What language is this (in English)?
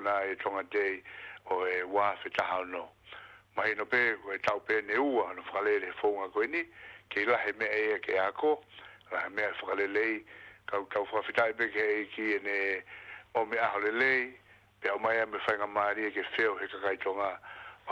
Tongan